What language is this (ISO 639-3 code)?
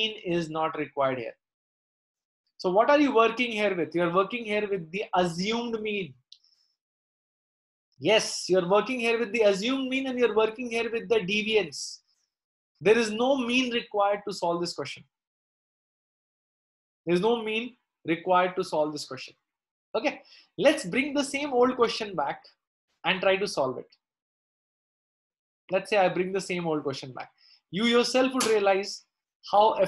eng